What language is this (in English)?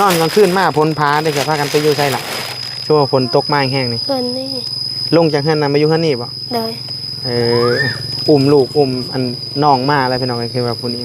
Northeastern Thai